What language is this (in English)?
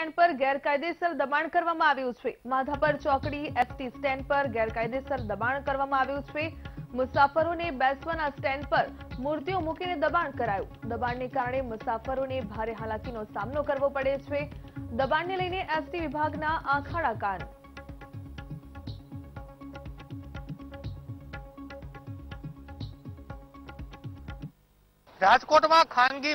Gujarati